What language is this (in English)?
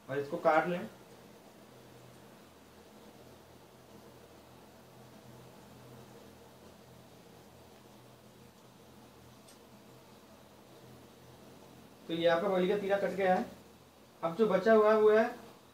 Hindi